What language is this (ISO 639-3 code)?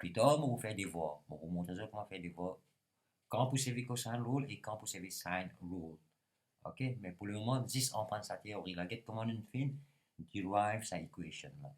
mfe